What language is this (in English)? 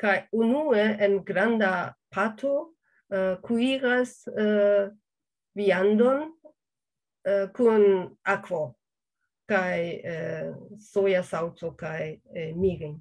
Esperanto